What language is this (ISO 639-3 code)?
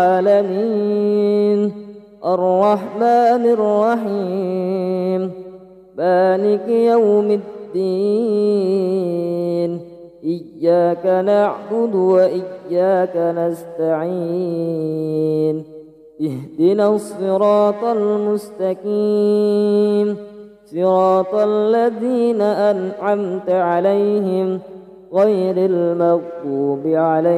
ara